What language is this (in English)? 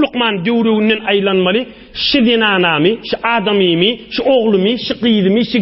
Turkmen